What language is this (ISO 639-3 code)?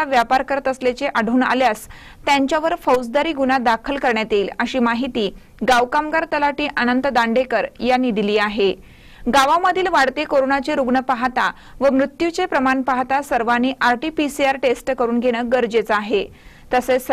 mar